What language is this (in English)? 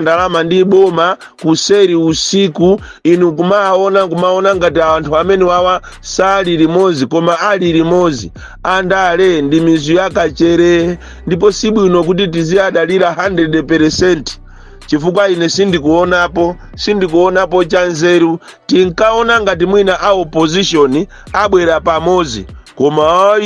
Nyanja